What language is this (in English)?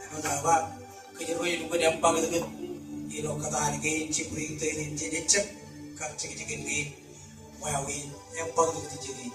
Marshallese